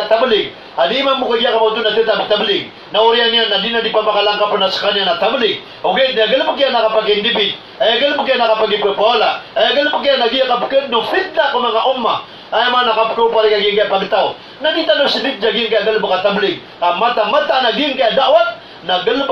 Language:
Maranao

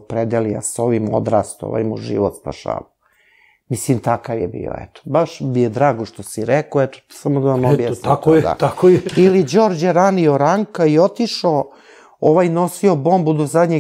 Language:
Serbian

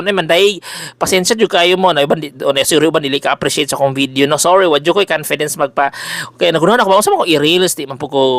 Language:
Cebuano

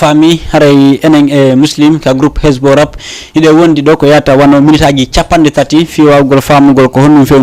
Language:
Fula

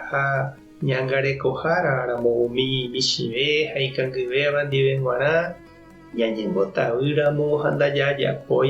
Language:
Guarani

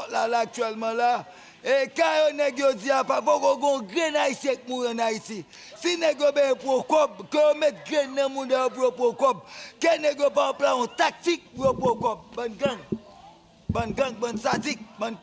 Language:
Haitian Creole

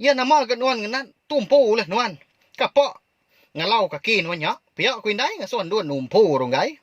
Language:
Iban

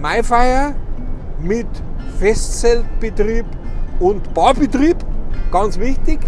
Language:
Bavarian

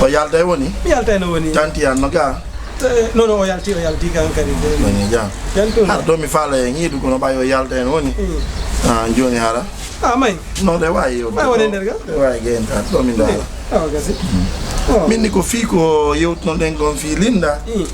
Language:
Fula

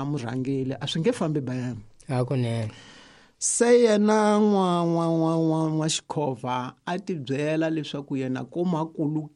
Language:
Tsonga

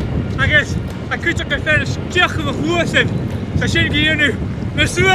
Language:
Scottish Gaelic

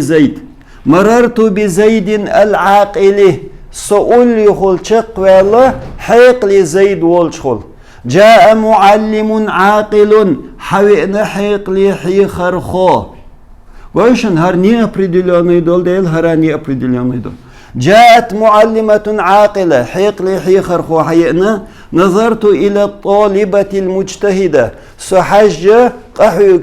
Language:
Chechen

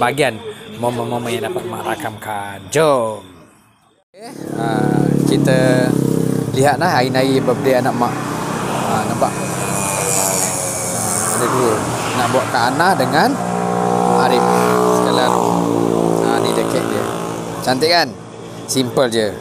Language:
Malay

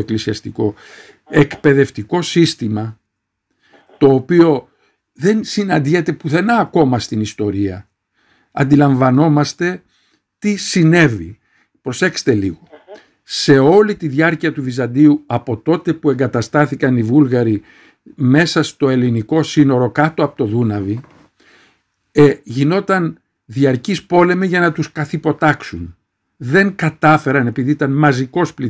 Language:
Greek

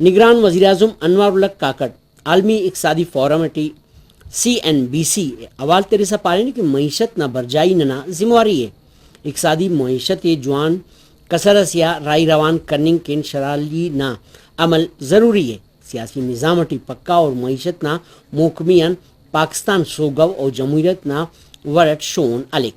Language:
Brahui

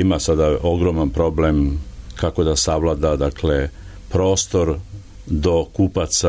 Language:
Serbian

